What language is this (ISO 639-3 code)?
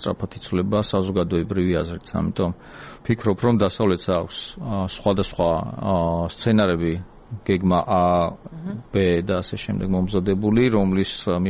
kat